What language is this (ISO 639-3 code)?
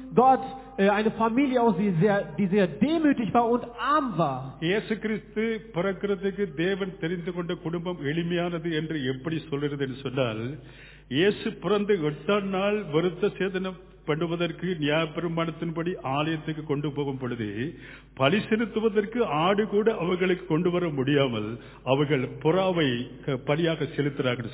tam